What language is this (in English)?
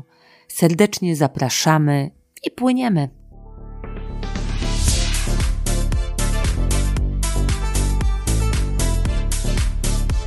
Polish